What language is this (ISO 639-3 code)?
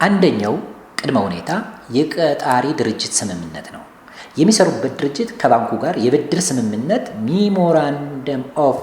amh